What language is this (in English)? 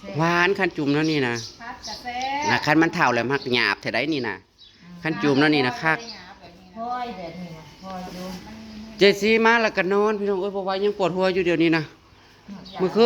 Northeastern Thai